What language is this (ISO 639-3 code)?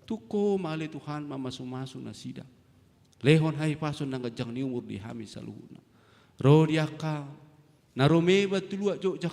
bbc